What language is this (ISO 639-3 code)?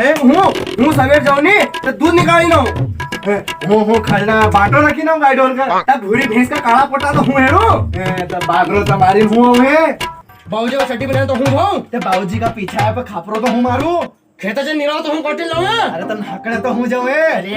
raj